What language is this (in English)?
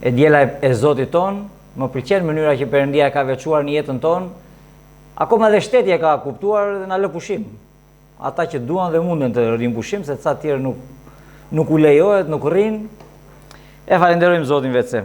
Albanian